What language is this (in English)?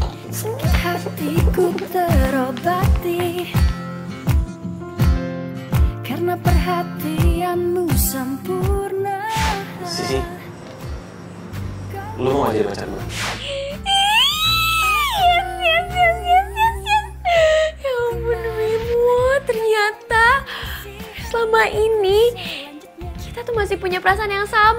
Indonesian